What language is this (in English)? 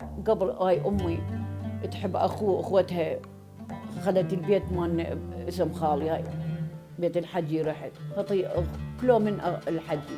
Mesopotamian Arabic